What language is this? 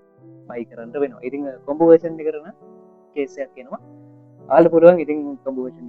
Sinhala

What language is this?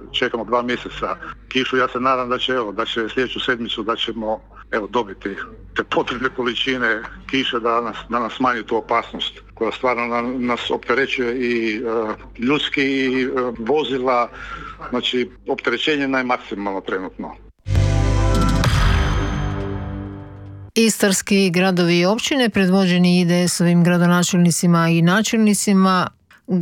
Croatian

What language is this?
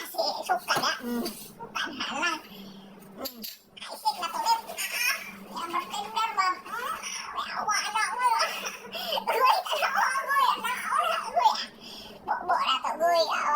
Cebuano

